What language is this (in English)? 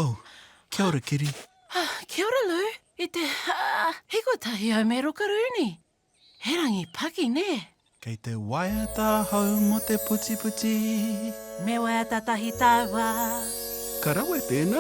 Māori